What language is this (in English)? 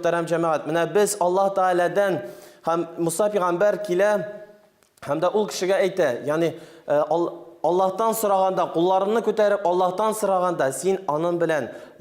Tatar